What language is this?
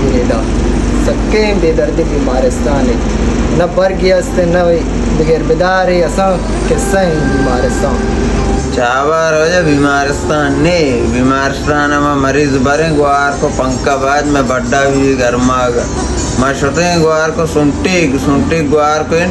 Baluchi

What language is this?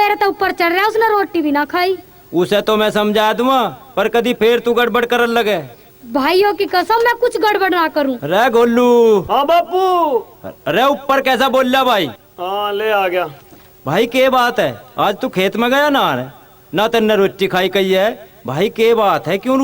Haryanvi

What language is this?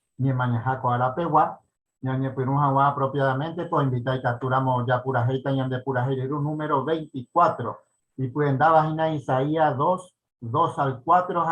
Guarani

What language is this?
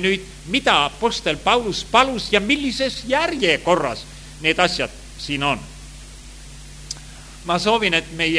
Estonian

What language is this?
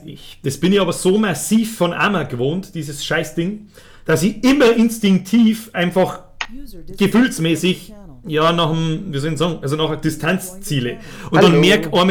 Bavarian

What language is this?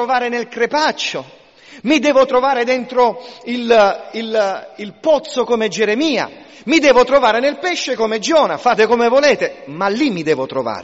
Italian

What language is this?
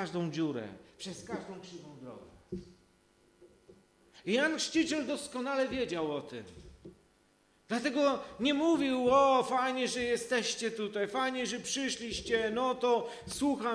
Polish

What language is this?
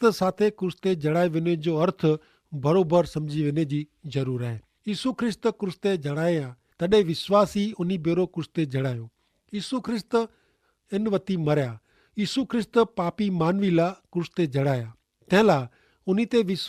Kachhi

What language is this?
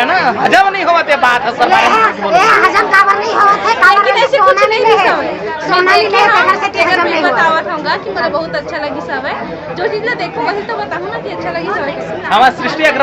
Chhattisgarhi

